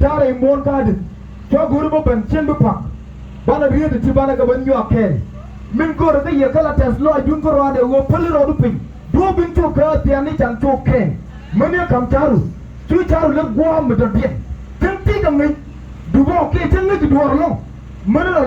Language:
Nuer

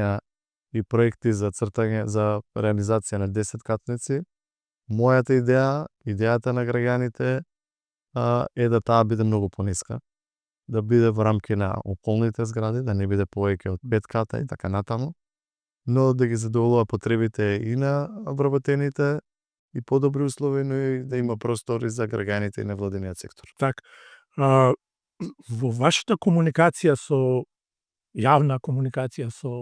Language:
Macedonian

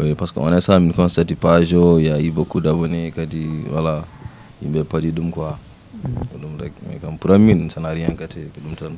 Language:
Fula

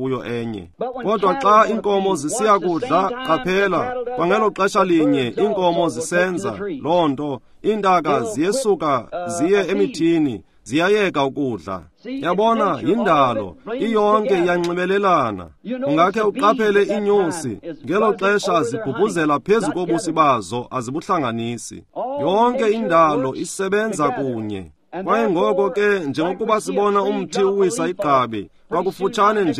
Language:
Xhosa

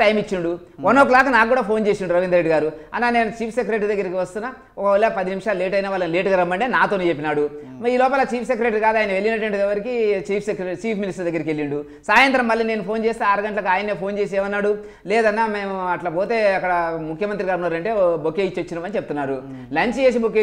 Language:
Telugu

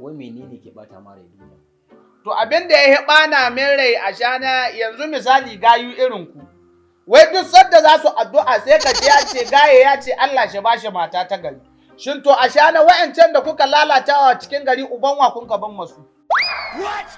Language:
Hausa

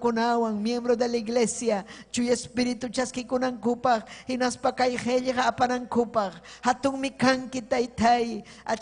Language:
Ayacucho Quechua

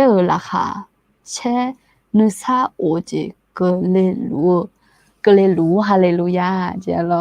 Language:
Akha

